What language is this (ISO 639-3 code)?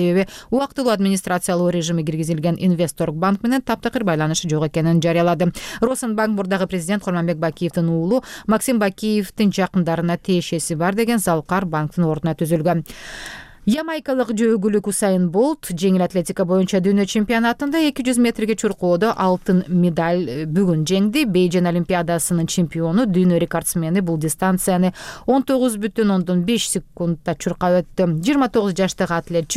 kir